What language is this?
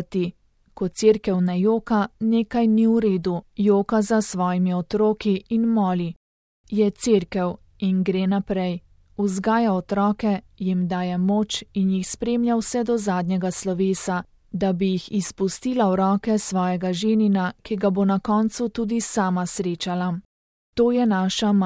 Slovenian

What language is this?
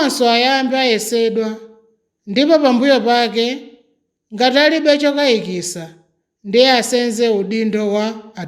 Nyanja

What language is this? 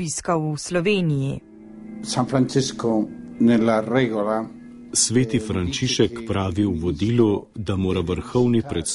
Slovenian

